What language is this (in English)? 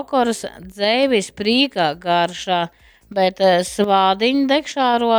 Latgalian